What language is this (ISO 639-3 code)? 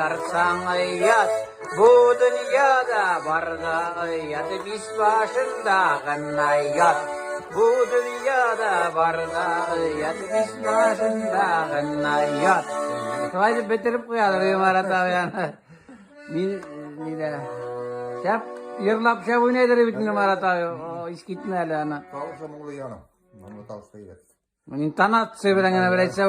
tat